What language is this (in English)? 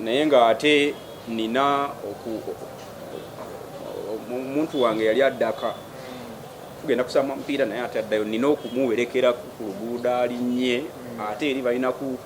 Ganda